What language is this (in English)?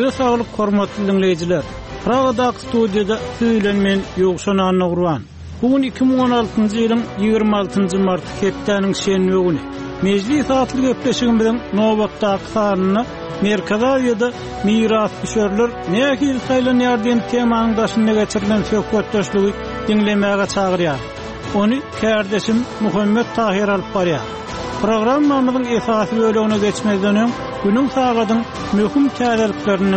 Kyrgyz